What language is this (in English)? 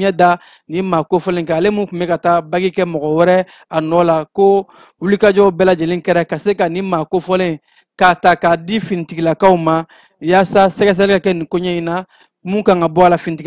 Bambara